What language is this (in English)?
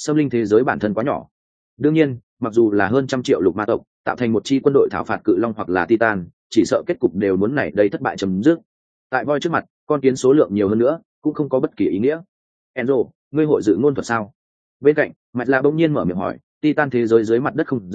Vietnamese